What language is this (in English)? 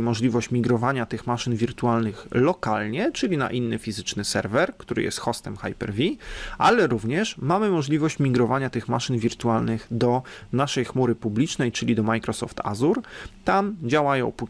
Polish